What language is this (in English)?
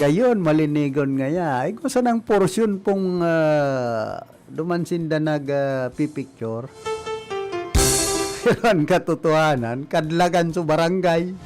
Bikol